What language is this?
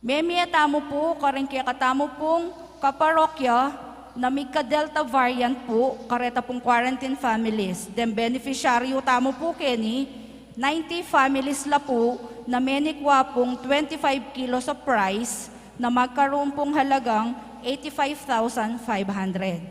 Pampanga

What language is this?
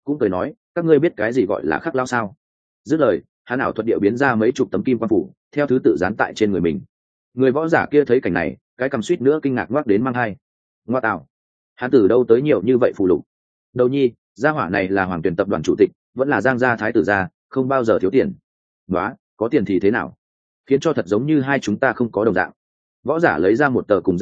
Vietnamese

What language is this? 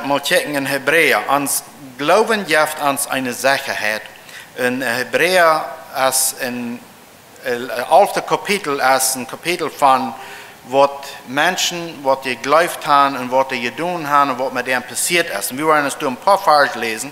Plautdietsch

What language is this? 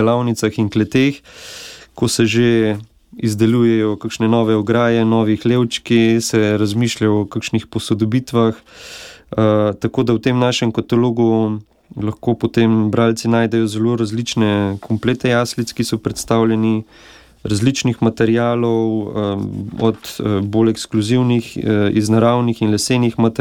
Slovenian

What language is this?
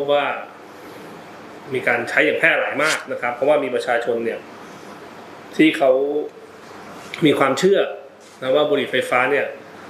Thai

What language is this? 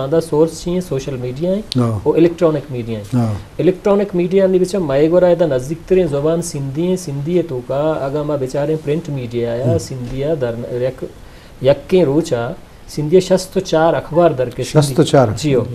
Eastern Balochi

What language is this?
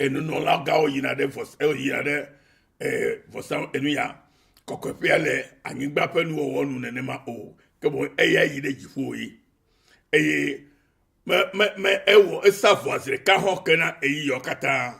Ewe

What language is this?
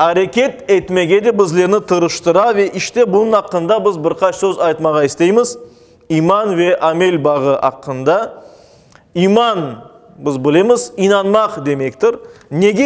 Crimean Tatar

